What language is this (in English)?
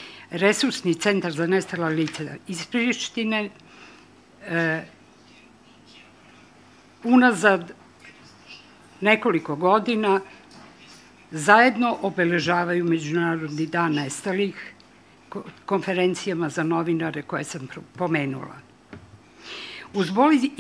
Serbian